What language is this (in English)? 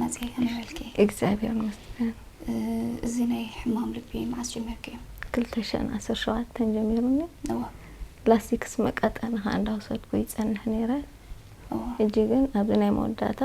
Tigrinya